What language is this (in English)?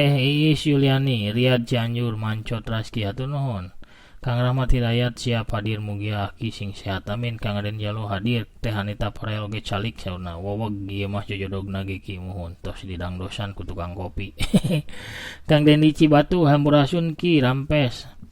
Sundanese